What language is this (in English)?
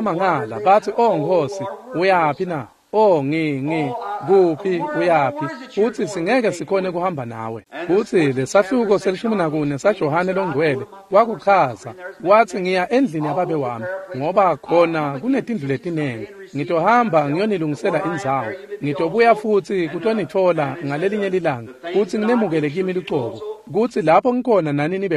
Swati